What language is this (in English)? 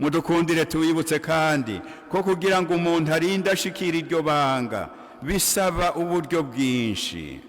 Rundi